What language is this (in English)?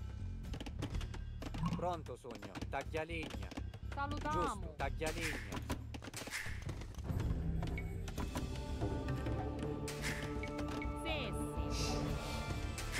Italian